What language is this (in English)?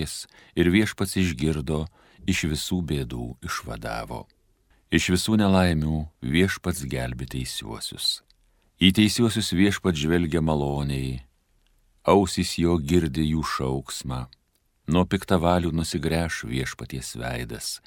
Lithuanian